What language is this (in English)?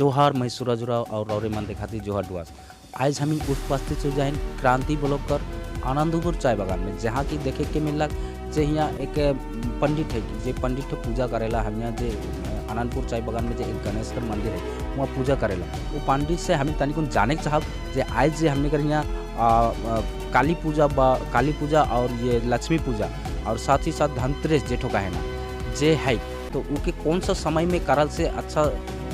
Sadri